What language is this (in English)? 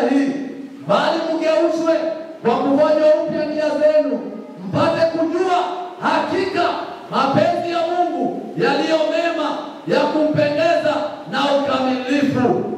Swahili